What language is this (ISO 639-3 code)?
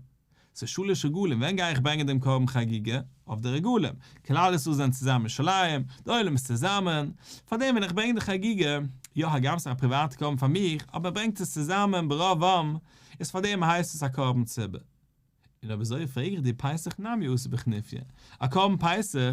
yid